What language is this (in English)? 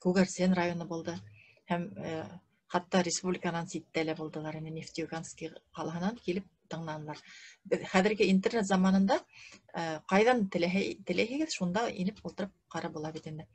Bashkir